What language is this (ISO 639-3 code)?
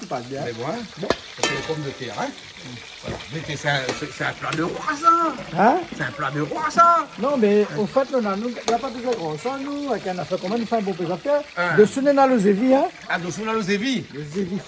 rcf